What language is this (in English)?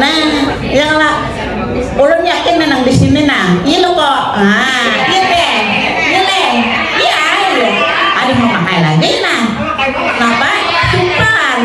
Banjar